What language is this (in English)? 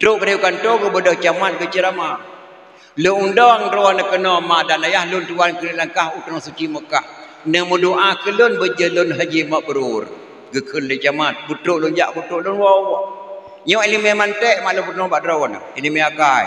Achinese